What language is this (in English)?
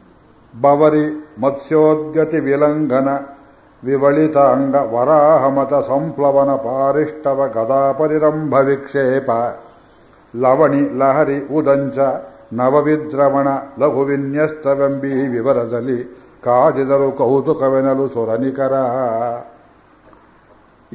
Kannada